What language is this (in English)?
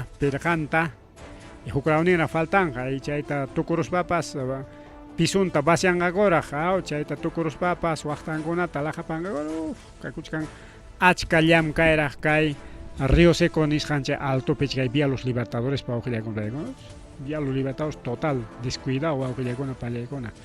Ayacucho Quechua